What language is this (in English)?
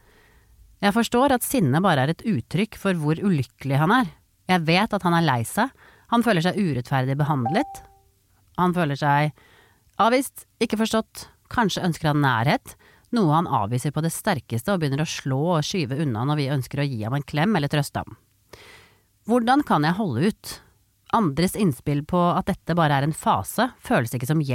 Norwegian